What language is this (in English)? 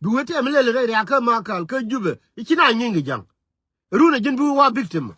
Nuer